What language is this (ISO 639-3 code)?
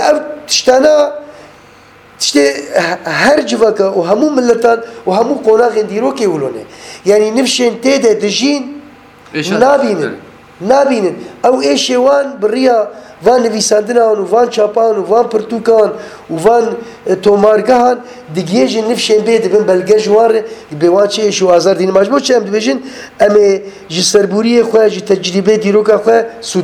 kur